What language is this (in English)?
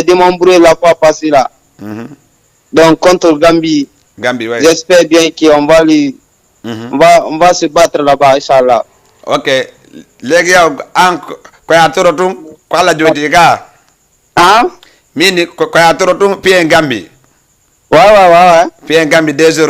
Fula